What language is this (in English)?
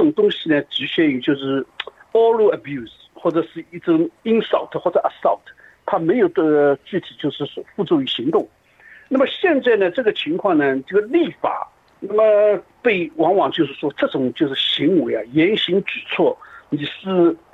Chinese